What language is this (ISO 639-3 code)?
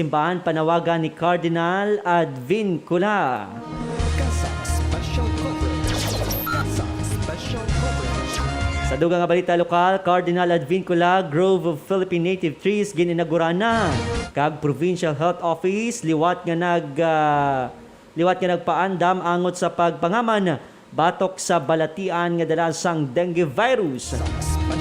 hil